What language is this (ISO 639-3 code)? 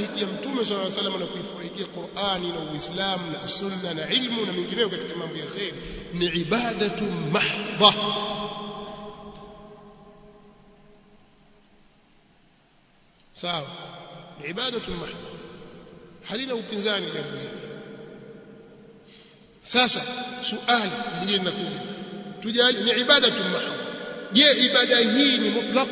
swa